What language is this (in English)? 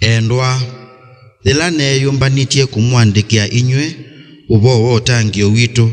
Kamba